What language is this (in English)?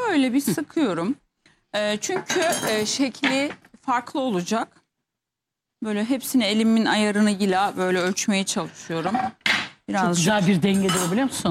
Turkish